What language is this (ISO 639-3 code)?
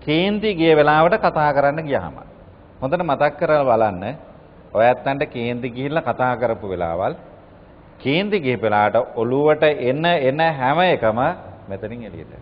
sin